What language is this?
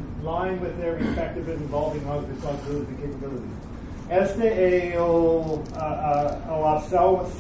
Portuguese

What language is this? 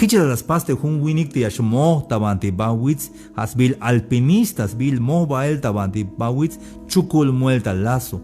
Tzeltal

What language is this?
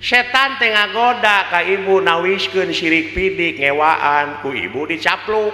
Sundanese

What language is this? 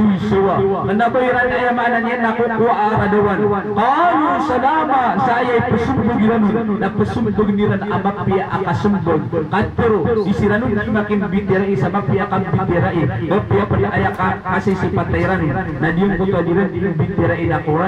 Maranao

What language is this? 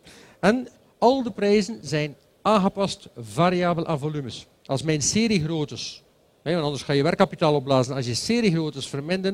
Dutch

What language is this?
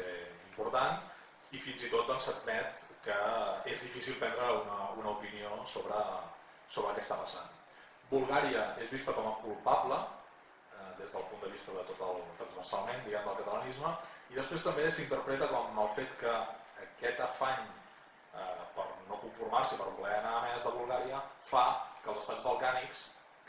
Catalan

